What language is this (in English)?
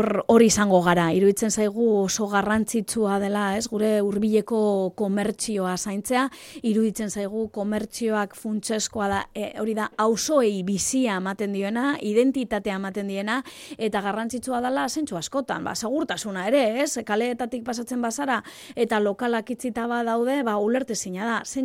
Basque